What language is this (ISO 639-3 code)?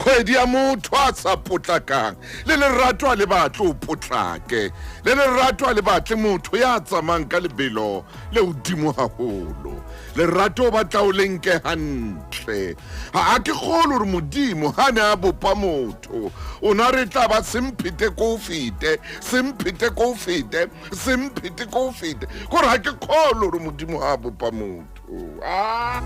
sot